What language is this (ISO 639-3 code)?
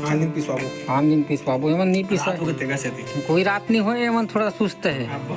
hne